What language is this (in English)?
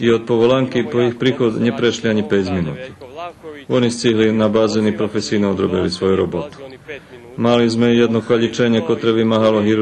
Rusyn